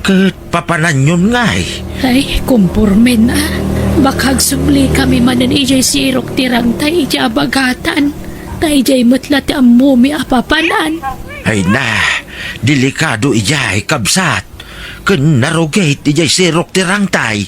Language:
Iloko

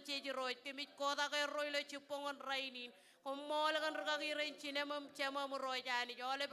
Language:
Marshallese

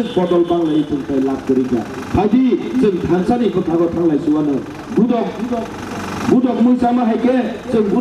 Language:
Kok Borok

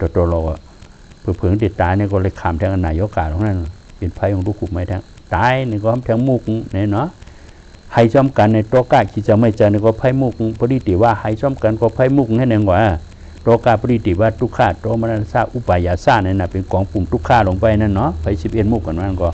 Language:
Shan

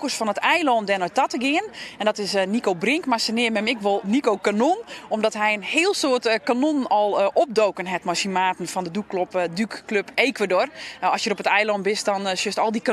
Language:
Western Frisian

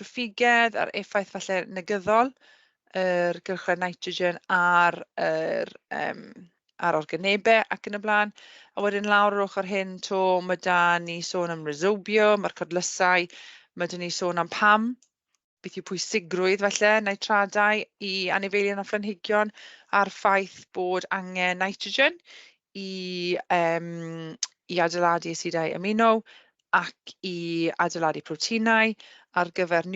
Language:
Welsh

